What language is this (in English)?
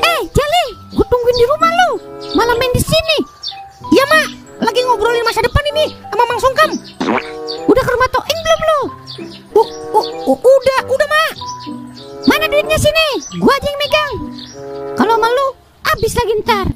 Betawi